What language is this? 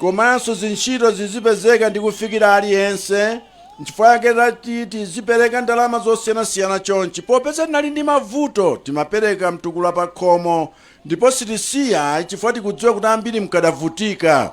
Nyanja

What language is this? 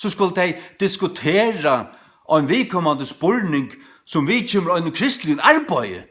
Faroese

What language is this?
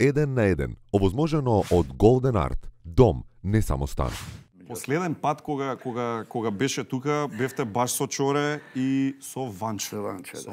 Macedonian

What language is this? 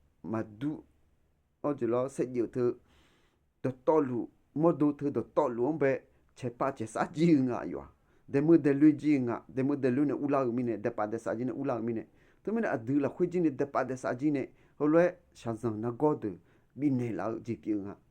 Akha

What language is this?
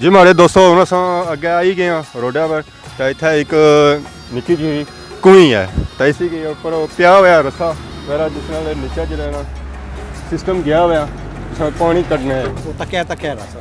Pahari-Potwari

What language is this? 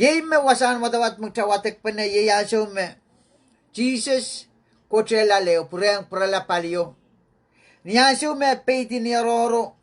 Pohnpeian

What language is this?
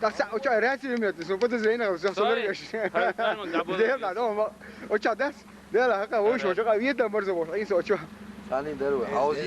Chechen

